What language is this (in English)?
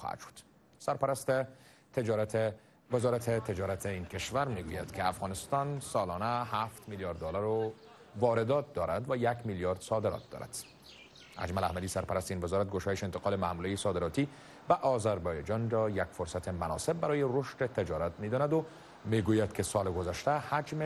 Persian